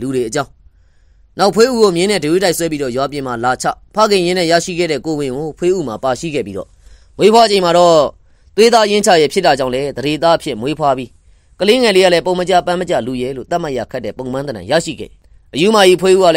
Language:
Burmese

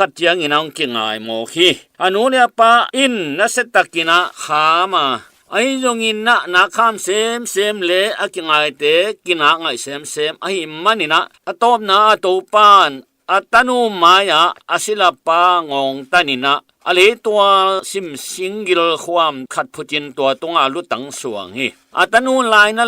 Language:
Tedim Chin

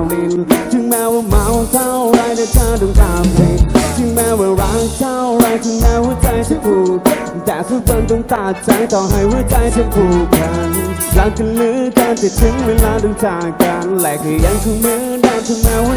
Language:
Thai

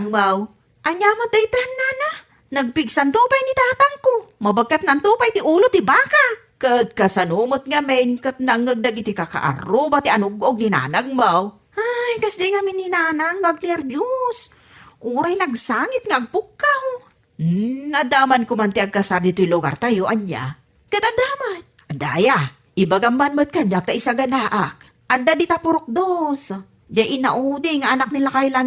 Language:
Iloko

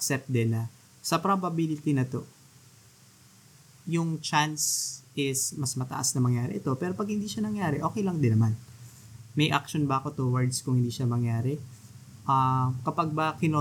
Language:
Filipino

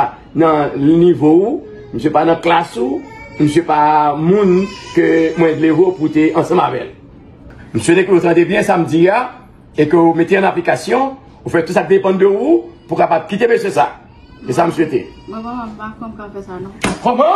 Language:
Haitian Creole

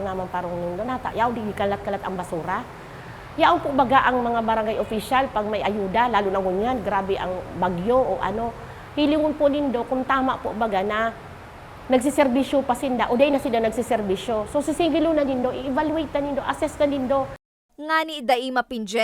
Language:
Bikol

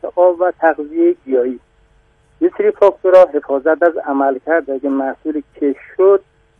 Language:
Persian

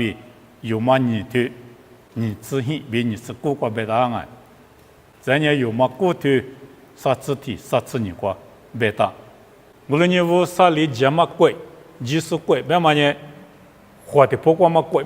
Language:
Lisu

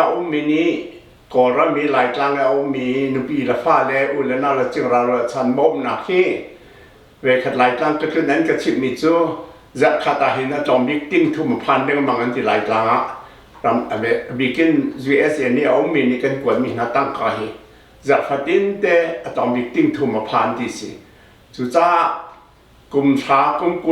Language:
Hakha Chin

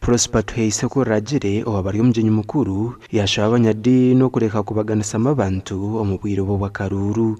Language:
Nyankole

